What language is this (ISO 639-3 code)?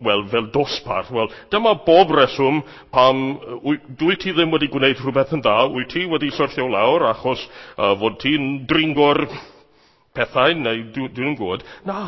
cym